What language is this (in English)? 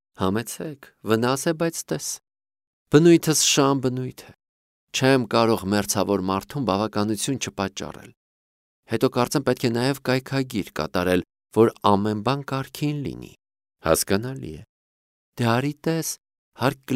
Armenian